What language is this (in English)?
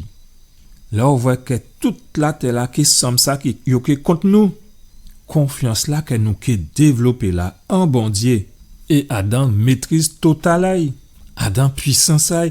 Guadeloupean Creole French